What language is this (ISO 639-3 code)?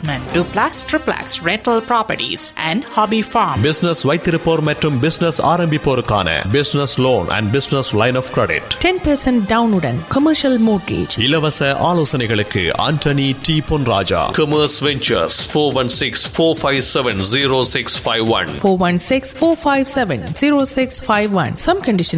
tam